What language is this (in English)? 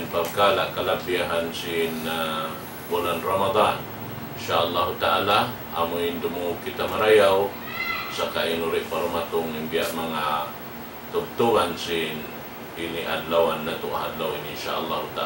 Tausug